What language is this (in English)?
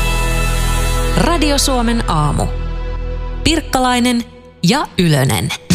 Finnish